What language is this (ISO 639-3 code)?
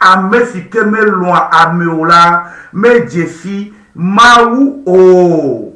ewe